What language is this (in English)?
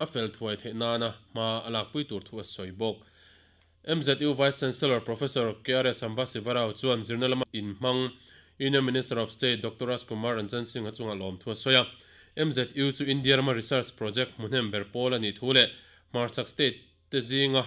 Mizo